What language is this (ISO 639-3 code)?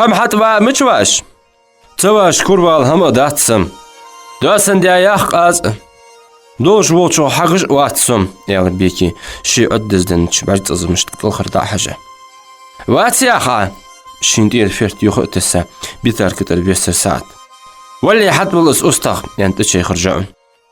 inh